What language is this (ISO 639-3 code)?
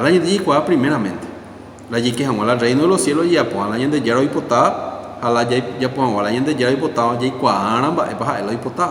grn